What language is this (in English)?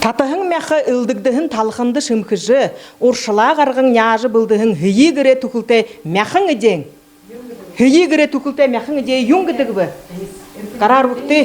Buriat